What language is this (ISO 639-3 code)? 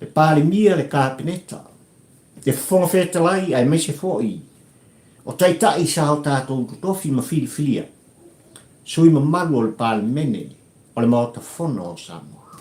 smo